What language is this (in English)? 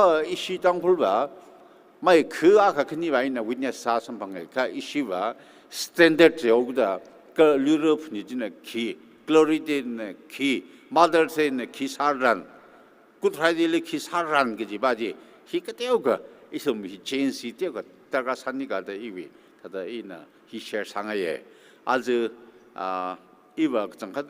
Tangkhul Naga (India)